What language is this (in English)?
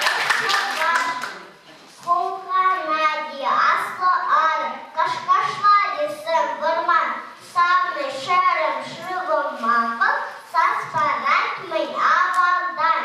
Chuvash